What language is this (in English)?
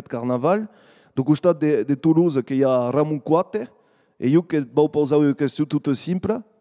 Occitan